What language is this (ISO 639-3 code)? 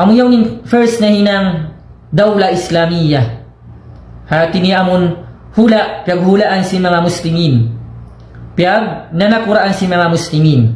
tsg